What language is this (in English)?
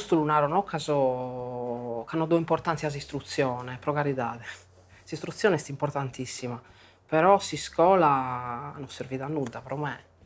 Sardinian